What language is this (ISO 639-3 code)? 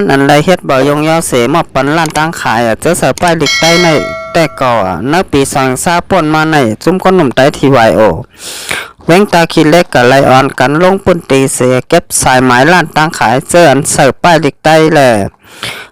shn